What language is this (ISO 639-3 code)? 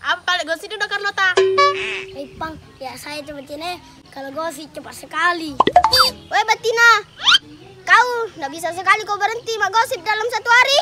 mfp